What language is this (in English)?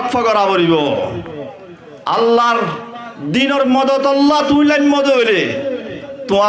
Rohingya